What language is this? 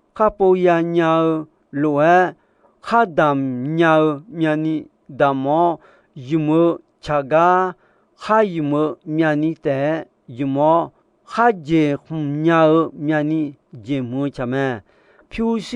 Akha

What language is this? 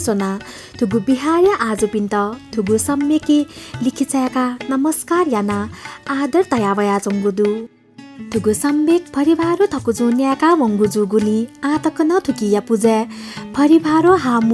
Newari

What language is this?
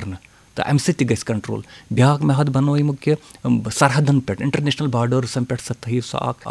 Kashmiri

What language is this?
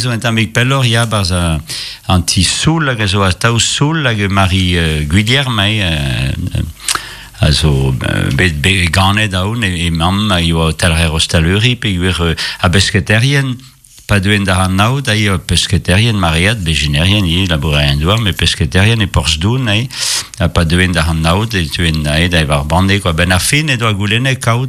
Breton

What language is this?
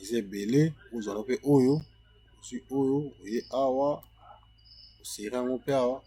Lingala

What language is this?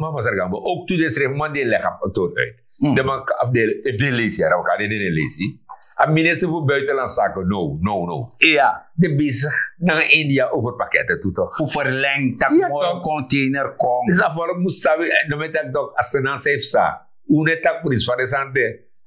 Sranan Tongo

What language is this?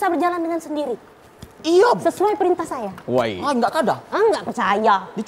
Musi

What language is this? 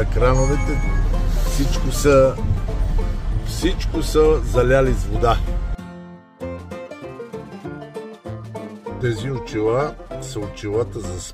Bulgarian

